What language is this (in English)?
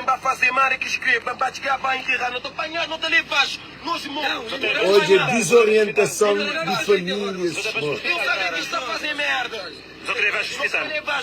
Kabuverdianu